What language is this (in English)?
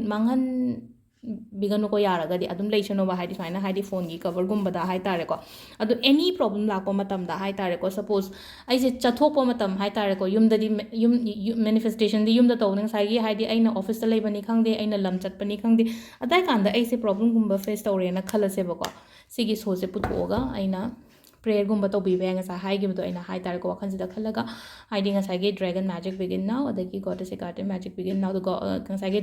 Manipuri